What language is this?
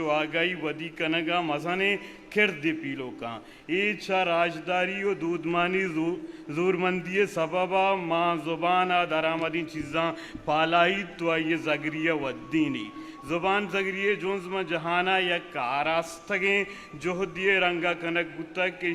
Eastern Balochi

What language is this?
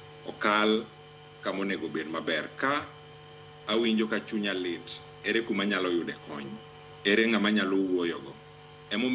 Luo (Kenya and Tanzania)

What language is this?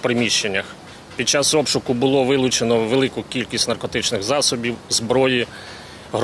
Ukrainian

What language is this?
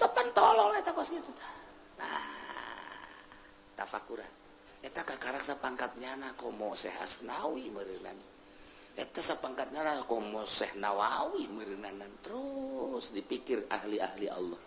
Sundanese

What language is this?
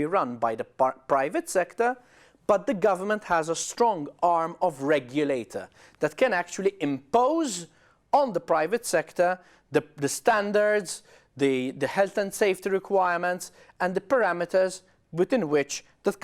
English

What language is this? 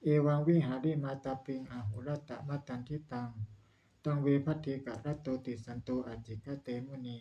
Pali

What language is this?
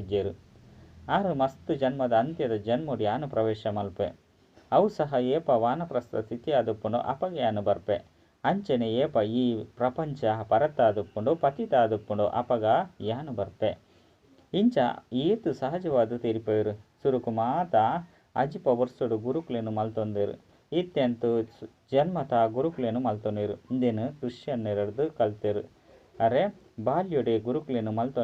Tulu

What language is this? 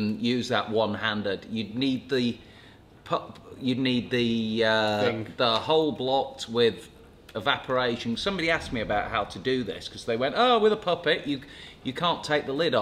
English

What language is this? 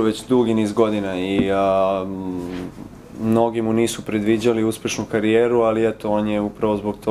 Serbian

